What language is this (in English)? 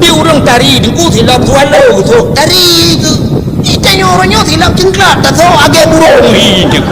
Achinese